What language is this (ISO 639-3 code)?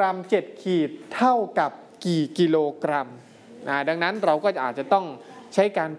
tha